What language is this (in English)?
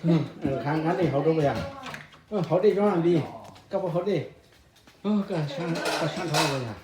Hmong